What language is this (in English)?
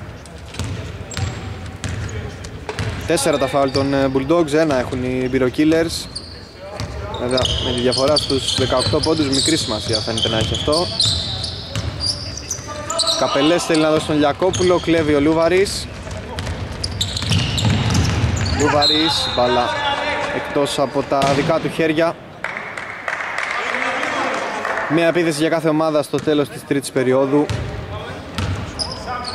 Greek